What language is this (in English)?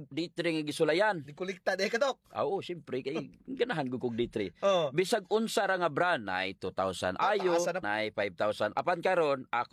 Cebuano